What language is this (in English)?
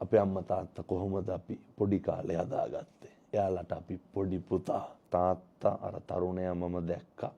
Sinhala